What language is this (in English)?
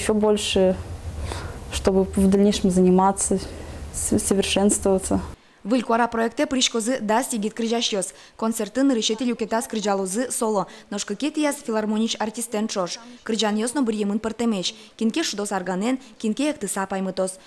Udmurt